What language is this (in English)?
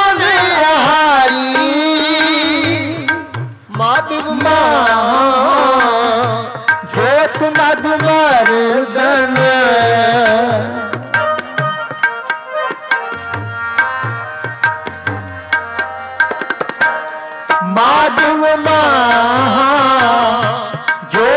Hindi